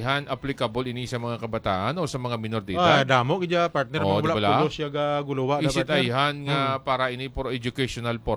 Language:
Hiligaynon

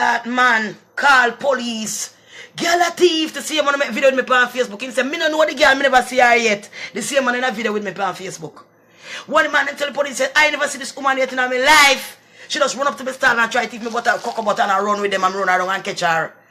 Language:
Jamaican Creole English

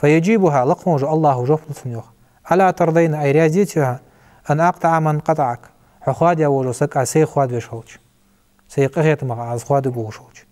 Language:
Ingush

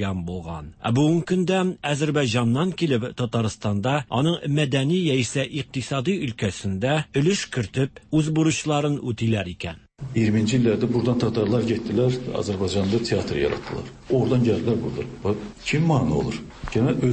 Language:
Tatar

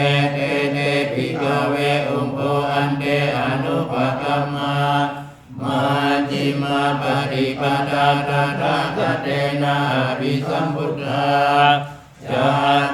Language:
Pali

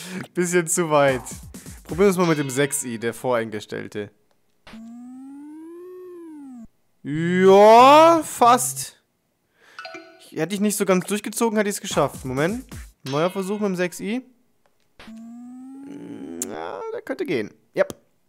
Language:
German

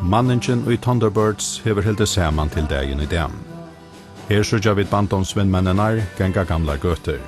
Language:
Faroese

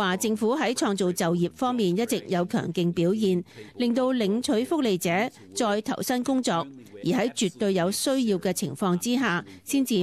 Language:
Cantonese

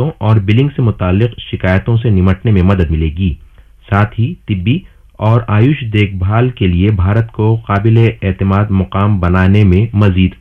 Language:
Urdu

